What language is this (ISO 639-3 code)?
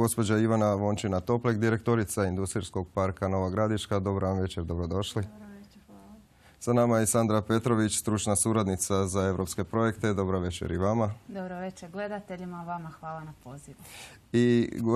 hrv